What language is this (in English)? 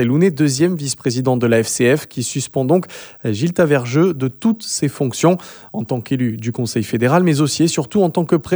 French